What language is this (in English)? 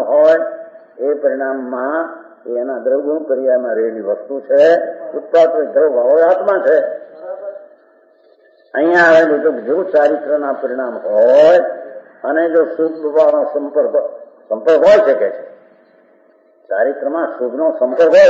Gujarati